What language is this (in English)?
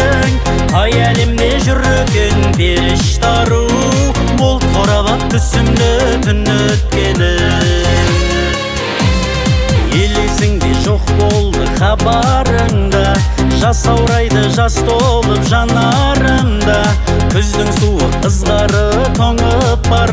Kazakh